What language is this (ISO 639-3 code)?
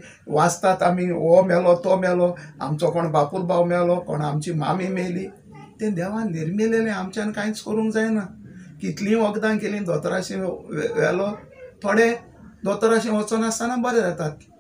kok